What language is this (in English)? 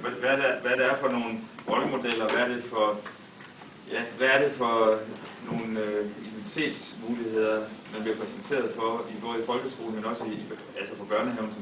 Danish